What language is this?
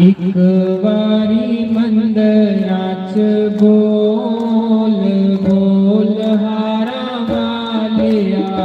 Dogri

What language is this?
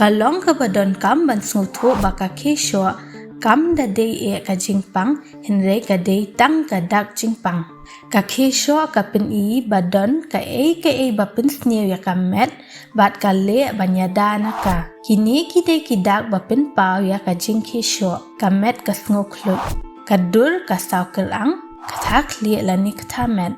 Khasi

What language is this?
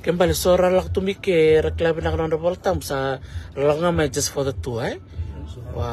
Fijian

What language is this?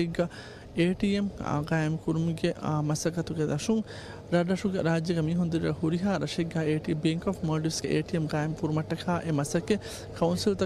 Divehi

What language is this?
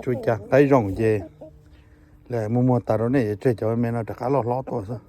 Hmong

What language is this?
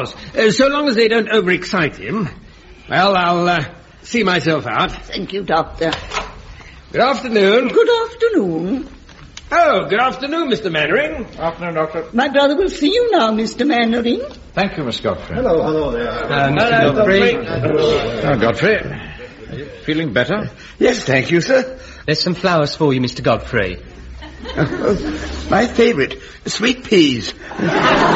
English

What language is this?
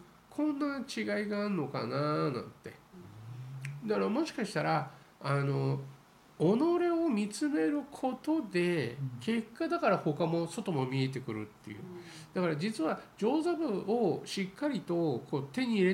Japanese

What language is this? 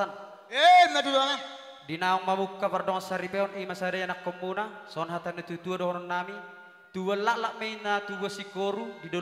Batak Toba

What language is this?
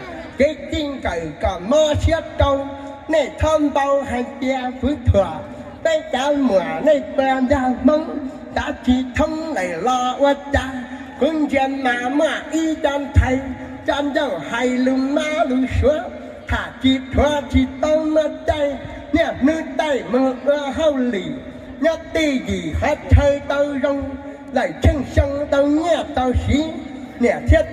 Hmong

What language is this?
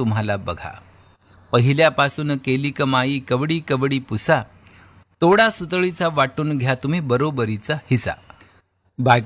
Marathi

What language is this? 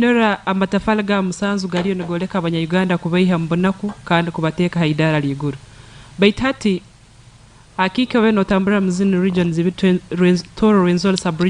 Nyankole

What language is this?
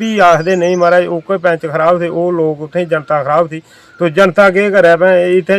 Dogri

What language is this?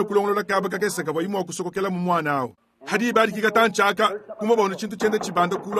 Luba-Lulua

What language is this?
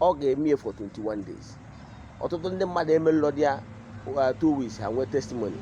Igbo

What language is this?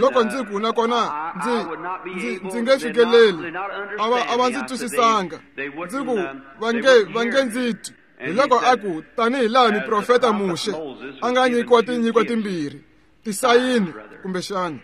Tsonga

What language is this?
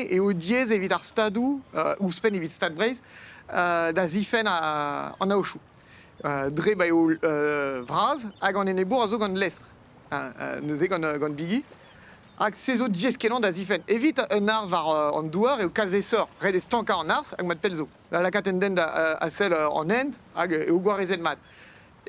Breton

